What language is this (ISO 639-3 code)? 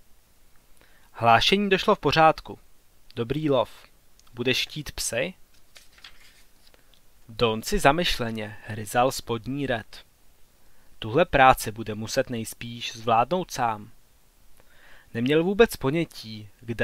ces